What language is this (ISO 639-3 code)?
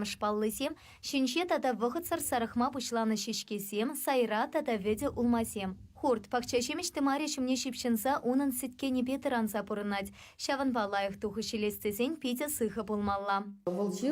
chv